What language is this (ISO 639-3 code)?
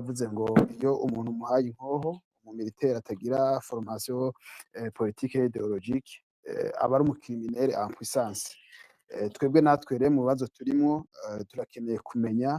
run